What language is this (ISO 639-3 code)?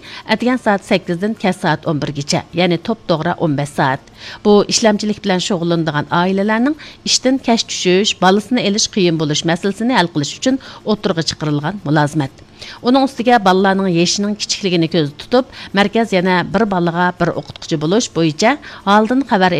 uig